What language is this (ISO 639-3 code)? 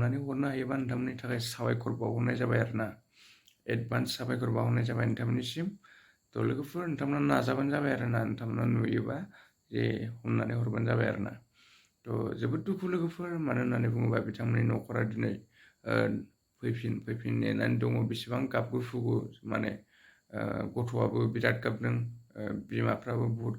brx